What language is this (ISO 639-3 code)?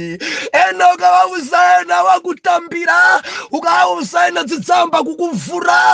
nya